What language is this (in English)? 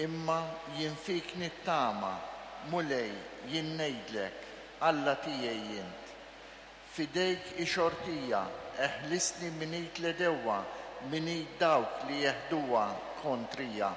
Maltese